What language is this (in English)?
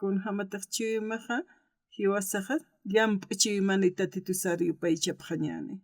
Aymara